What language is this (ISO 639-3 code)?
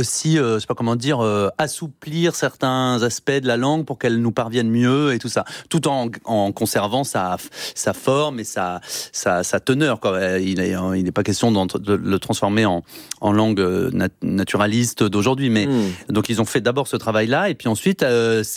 fra